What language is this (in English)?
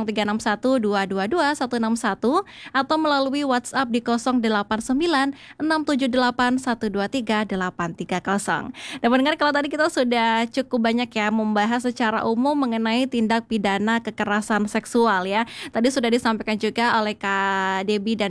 Indonesian